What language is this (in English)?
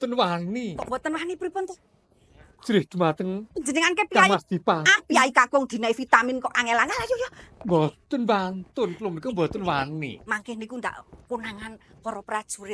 Javanese